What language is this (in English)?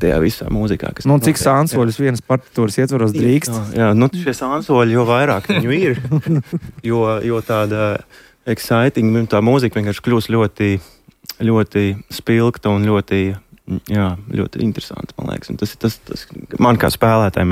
Latvian